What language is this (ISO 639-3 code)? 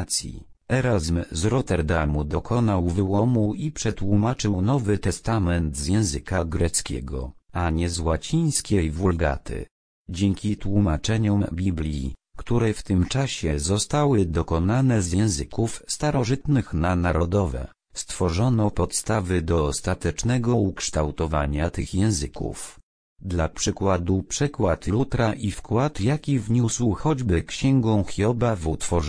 pol